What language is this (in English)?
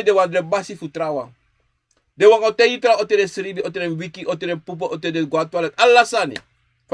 Sranan Tongo